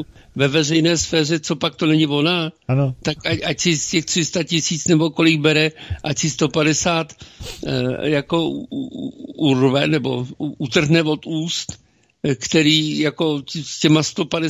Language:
Czech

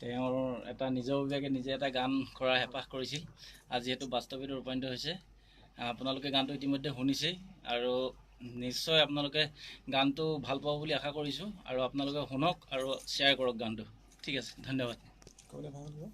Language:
Assamese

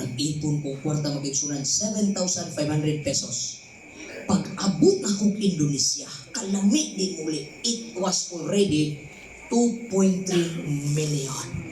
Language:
Cebuano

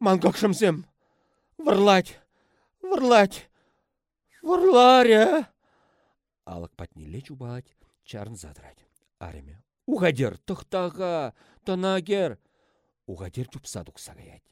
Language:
Chuvash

